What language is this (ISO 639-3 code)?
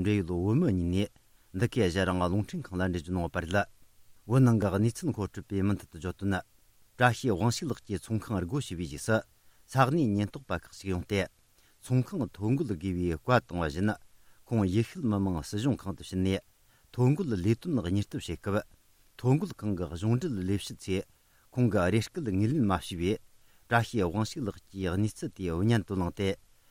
bod